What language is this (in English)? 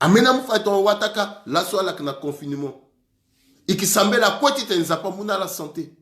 Sango